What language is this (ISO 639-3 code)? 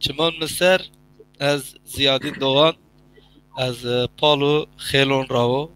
zza